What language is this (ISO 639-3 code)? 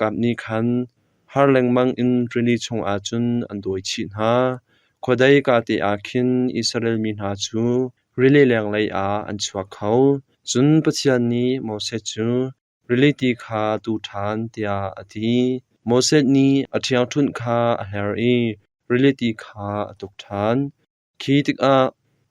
cnh